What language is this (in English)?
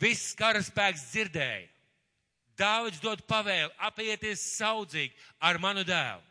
Latvian